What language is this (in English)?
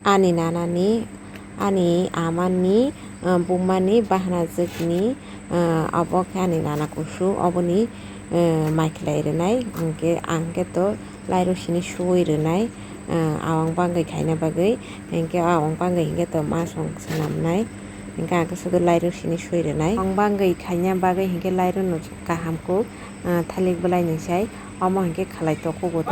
Kok Borok